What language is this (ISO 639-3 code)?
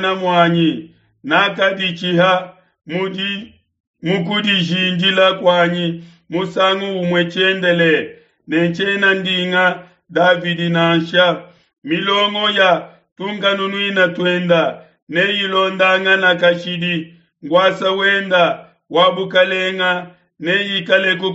lua